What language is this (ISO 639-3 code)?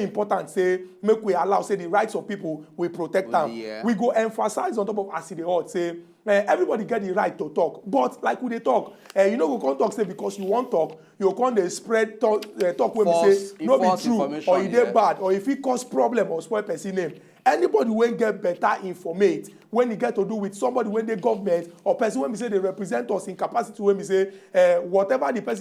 pcm